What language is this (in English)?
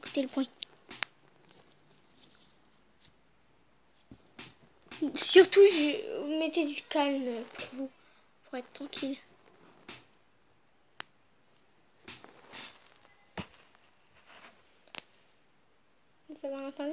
French